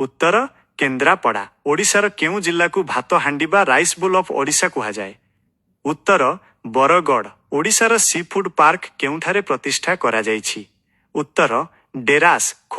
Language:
Odia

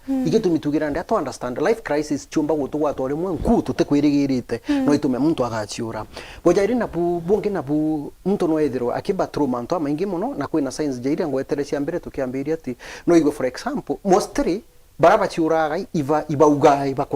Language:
Meru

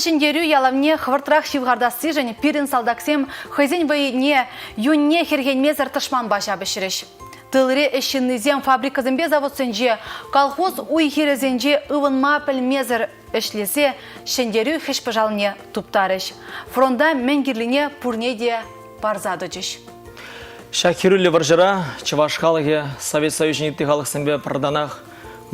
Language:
Chuvash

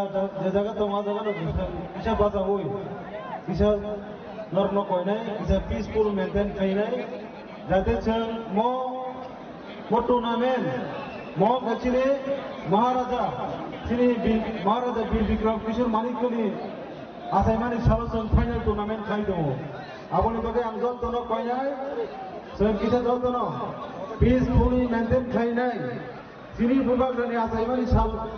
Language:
Kok Borok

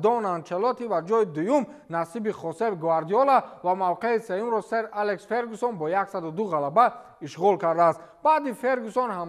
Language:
Tajik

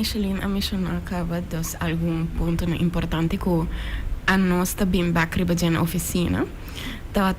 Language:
Papiamento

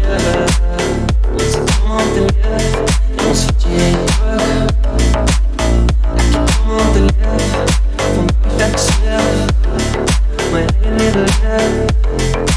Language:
Afrikaans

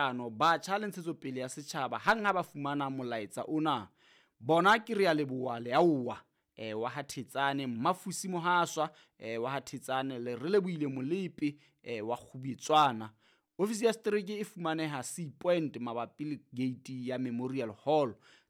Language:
Southern Sotho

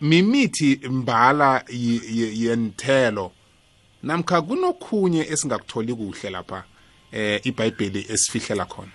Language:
South Ndebele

